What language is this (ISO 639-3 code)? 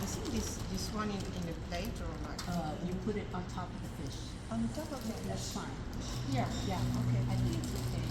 pli